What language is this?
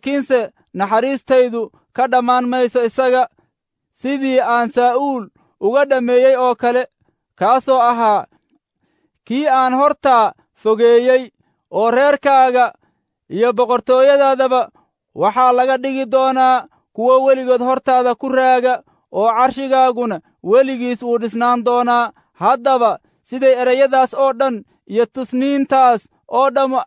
Somali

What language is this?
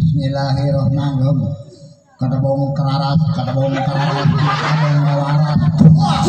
Betawi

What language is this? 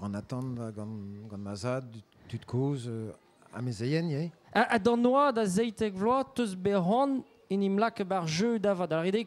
Breton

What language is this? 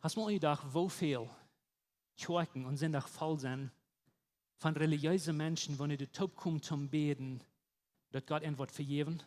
Plautdietsch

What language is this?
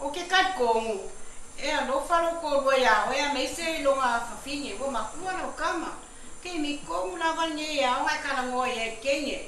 Samoan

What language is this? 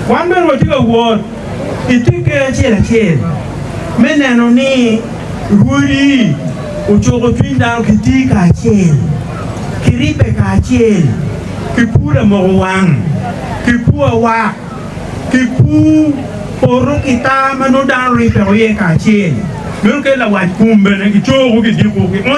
Acoli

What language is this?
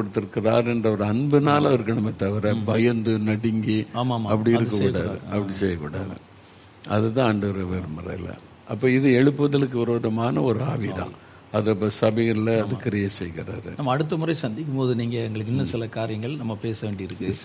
Tamil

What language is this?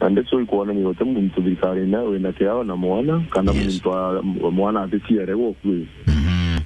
Meru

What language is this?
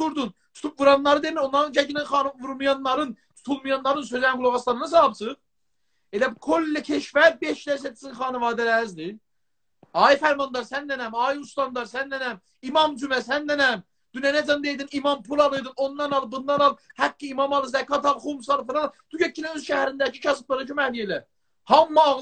South Azerbaijani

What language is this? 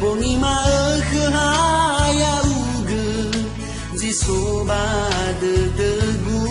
Nias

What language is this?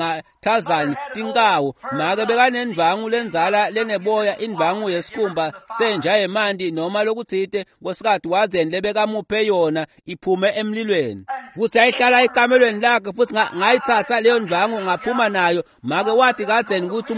Swati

